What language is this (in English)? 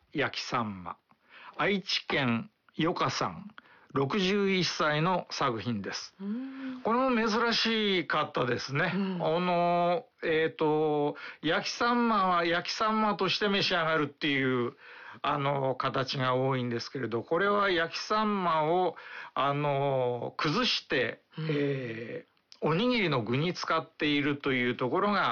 Japanese